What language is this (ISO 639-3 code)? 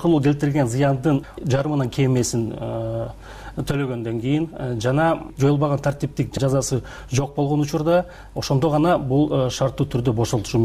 kir